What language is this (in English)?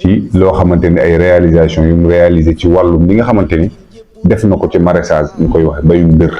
Wolof